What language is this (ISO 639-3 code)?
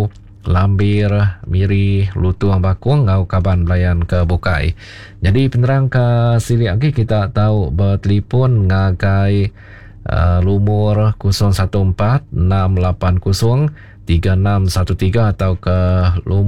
iba